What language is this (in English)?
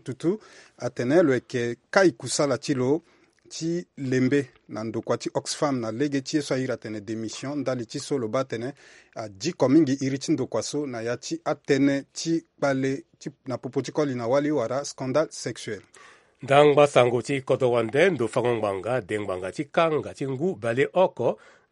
Sango